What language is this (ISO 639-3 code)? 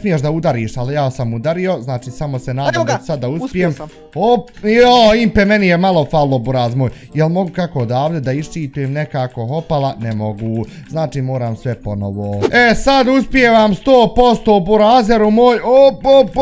bos